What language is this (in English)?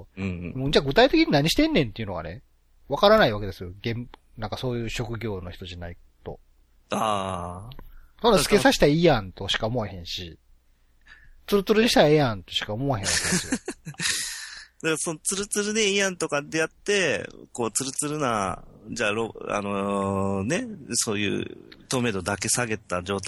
Japanese